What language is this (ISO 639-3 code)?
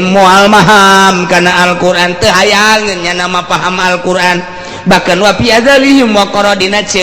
sun